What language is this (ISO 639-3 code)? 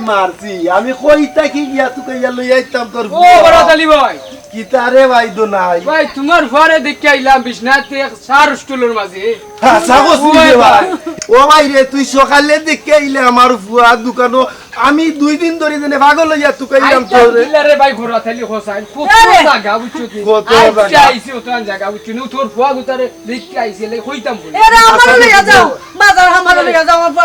syl